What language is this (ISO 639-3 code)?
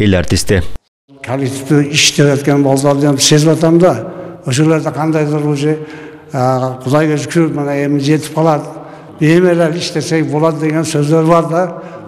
kir